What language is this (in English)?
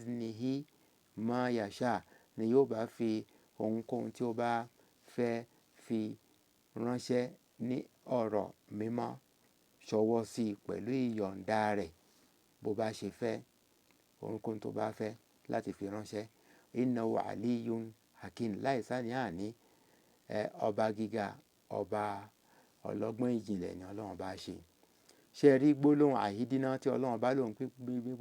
Yoruba